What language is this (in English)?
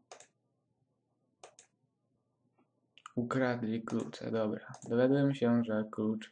Polish